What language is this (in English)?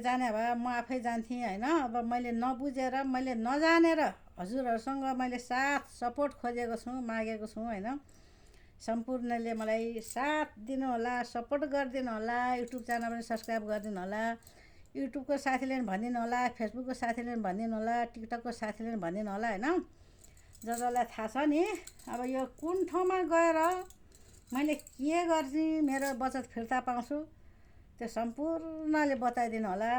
Nepali